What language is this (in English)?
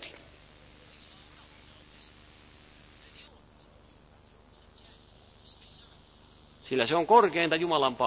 Finnish